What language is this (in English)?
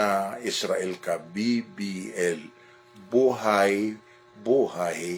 Maranao